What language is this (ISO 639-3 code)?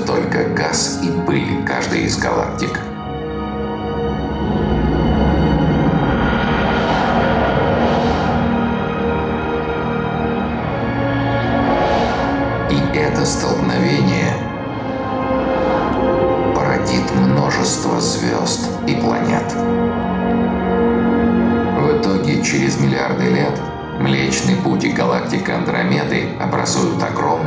rus